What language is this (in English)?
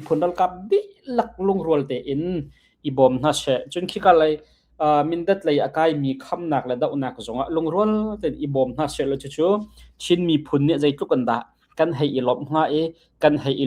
Hakha Chin